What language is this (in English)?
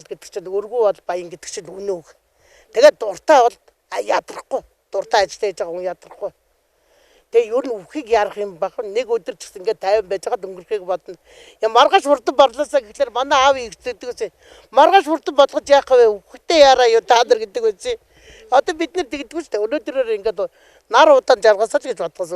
Mongolian